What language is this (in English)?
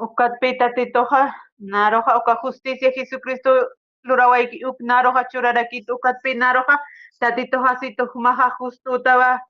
Aymara